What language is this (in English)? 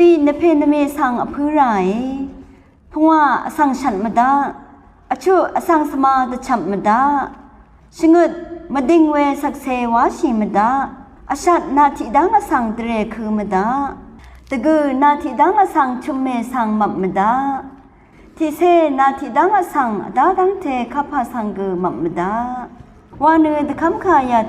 Rawang